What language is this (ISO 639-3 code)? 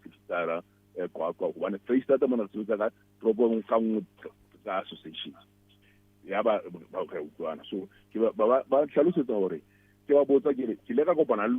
sot